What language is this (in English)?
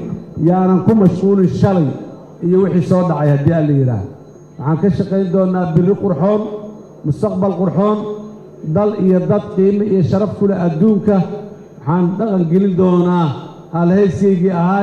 Somali